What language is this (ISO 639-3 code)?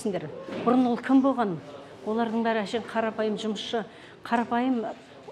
kaz